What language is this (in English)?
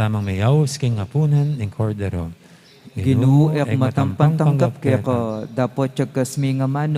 Pampanga